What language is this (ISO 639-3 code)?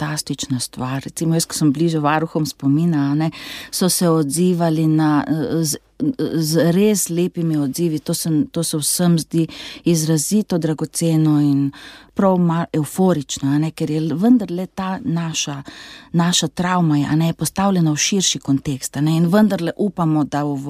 slv